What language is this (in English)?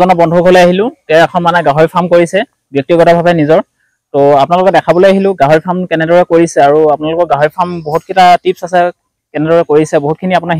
Assamese